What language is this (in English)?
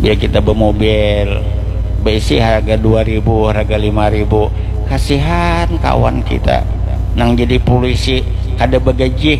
Banjar